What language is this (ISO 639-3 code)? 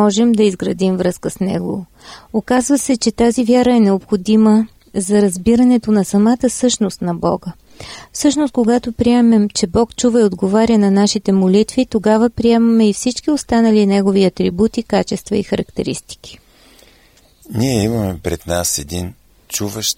bul